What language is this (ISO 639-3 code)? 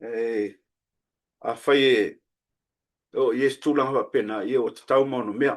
smo